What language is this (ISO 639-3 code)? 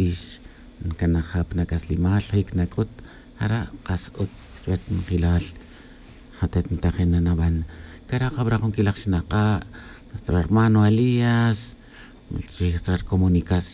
tzj